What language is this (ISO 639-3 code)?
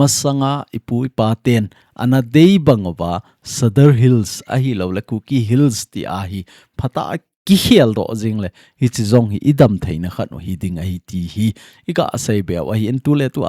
tcz